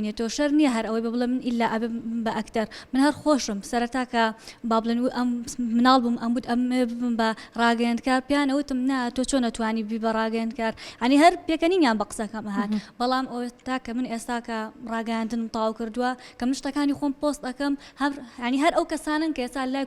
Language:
Central Kurdish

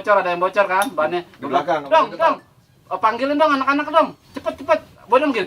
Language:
Betawi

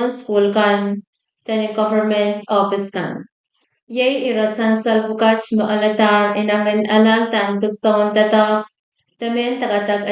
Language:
Pohnpeian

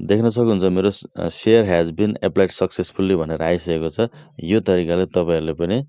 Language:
Nepali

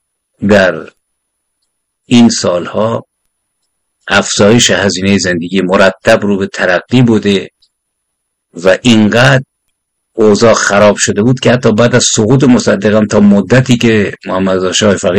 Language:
Persian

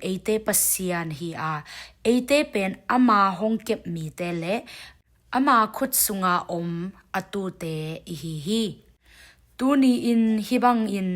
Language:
Tedim Chin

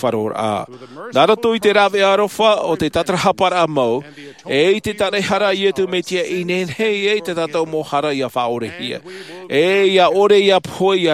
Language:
Tahitian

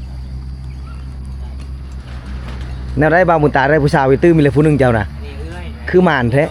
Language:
Lao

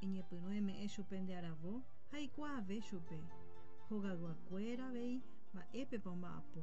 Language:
Guarani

